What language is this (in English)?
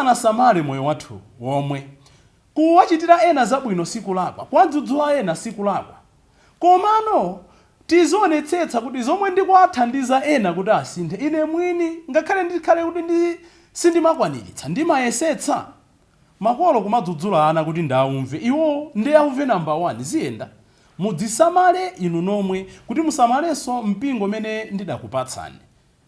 Nyanja